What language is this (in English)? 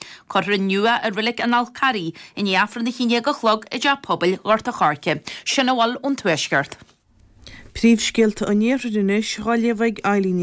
Irish